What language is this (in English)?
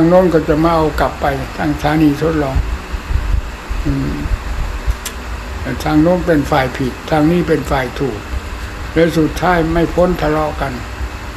Thai